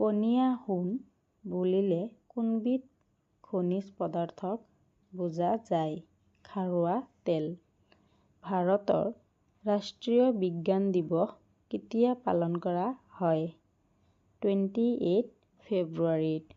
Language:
Assamese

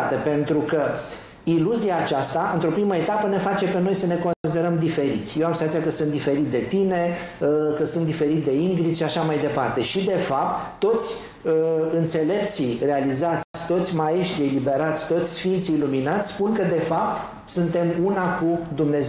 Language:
Romanian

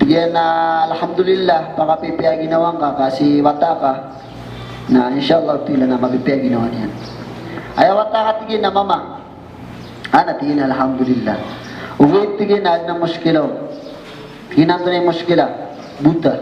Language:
Maranao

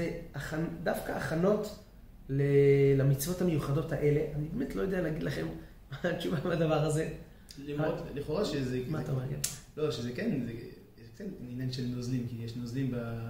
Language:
Hebrew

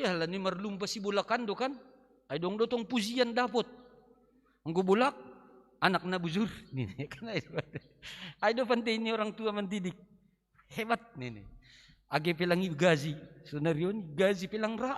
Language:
Batak Simalungun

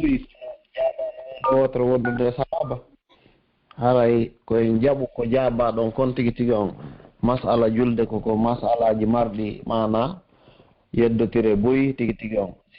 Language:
Pular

